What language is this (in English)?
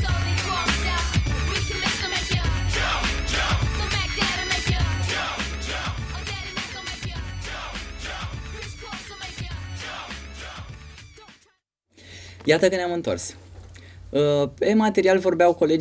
Romanian